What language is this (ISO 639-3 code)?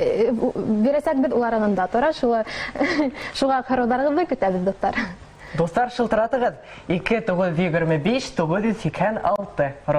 bak